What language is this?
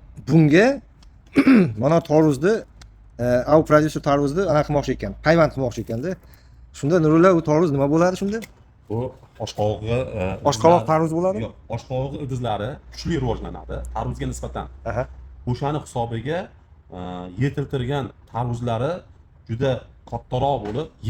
Uzbek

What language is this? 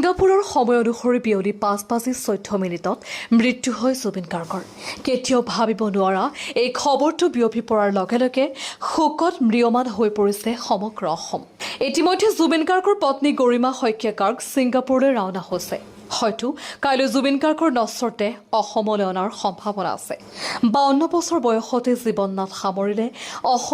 Assamese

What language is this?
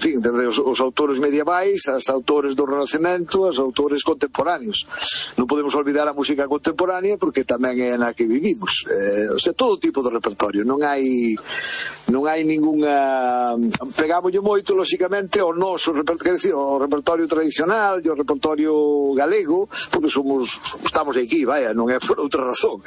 Galician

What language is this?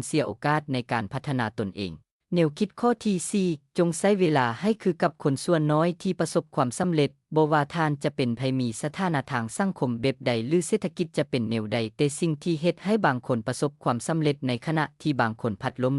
Lao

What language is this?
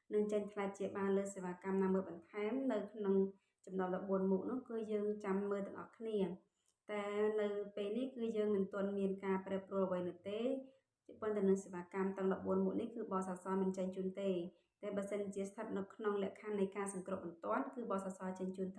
Khmer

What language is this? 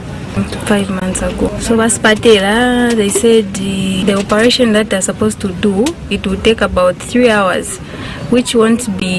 Lozi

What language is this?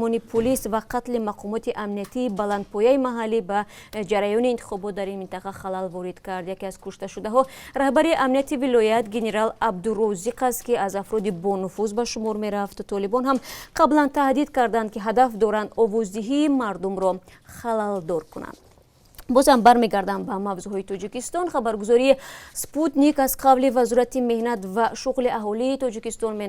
Tajik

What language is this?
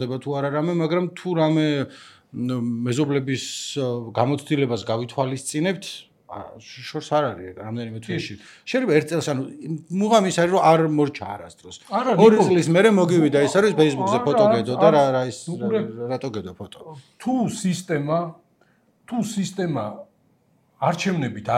Georgian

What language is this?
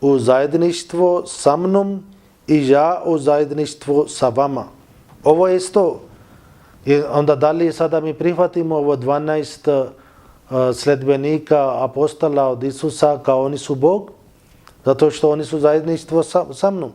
Bosnian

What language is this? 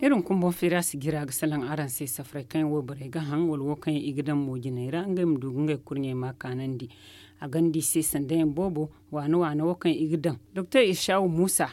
Zarma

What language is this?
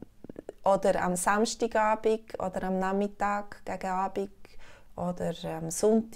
Swiss German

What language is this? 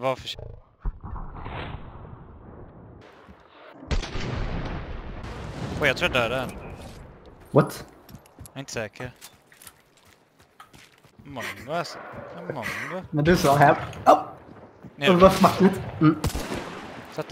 Swedish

